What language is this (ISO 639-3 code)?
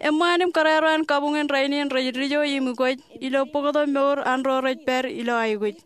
mah